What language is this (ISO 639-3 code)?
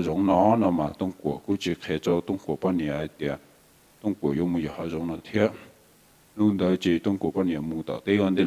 hmn